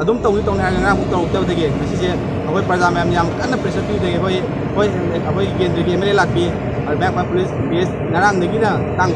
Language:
Manipuri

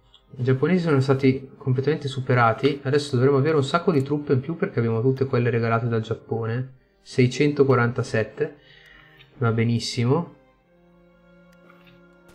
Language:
Italian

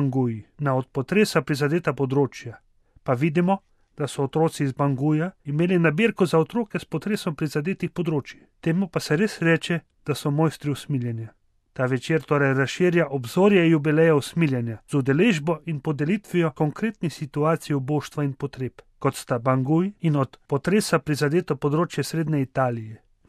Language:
Slovenian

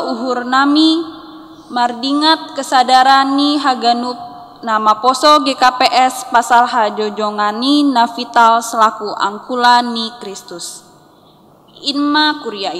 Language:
Batak Simalungun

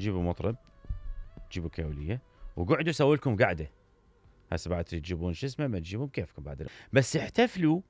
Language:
Mesopotamian Arabic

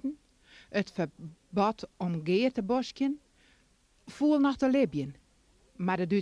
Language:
Western Frisian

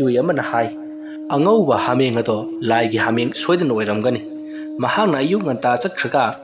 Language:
Manipuri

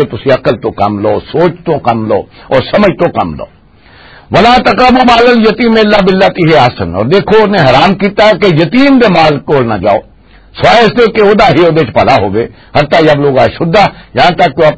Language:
Western Panjabi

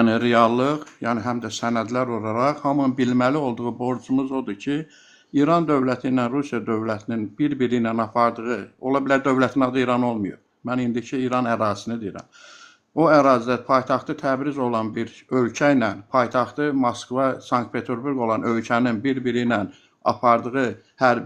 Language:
Azerbaijani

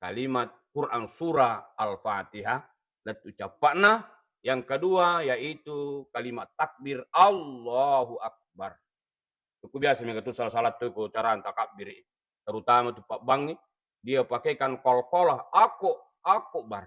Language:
Buginese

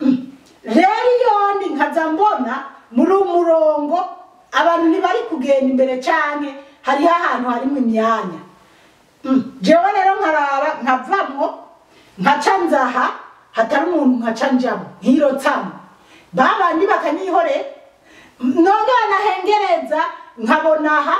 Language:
Rundi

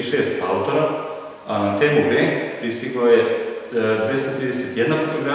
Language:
Serbian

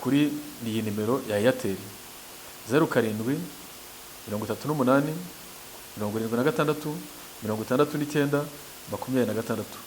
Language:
Kinyarwanda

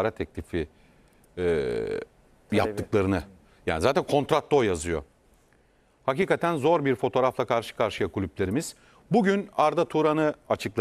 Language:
Turkish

